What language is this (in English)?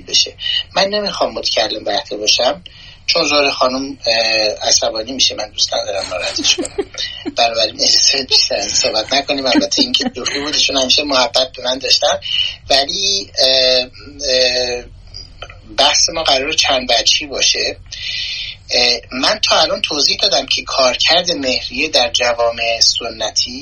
Persian